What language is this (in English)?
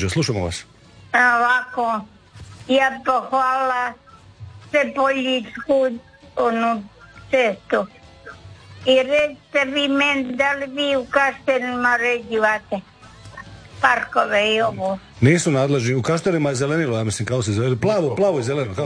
Croatian